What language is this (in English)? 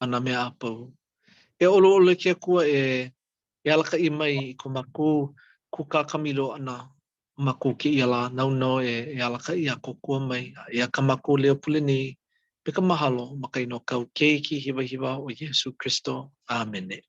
Hawaiian